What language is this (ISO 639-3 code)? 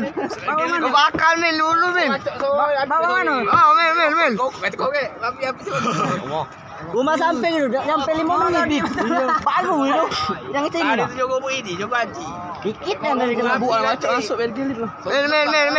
mui